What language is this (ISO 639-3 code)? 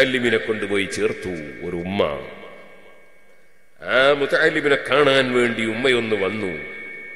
mal